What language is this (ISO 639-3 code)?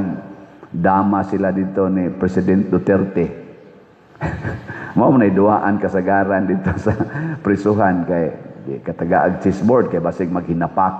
ceb